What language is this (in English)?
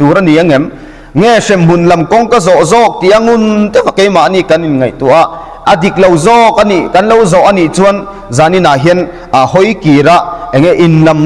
Mizo